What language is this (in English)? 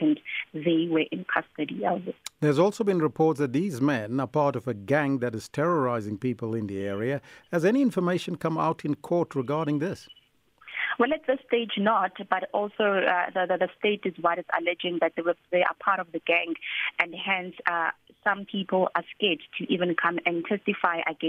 English